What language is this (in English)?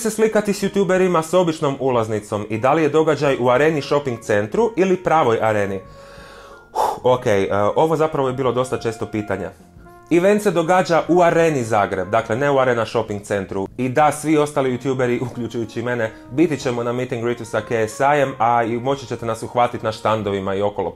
Croatian